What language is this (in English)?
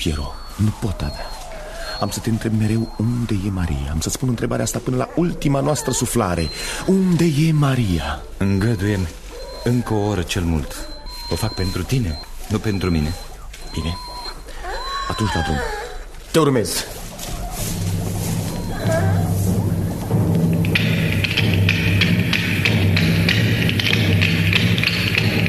Romanian